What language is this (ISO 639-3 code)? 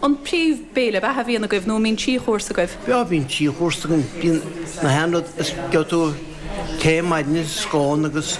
gle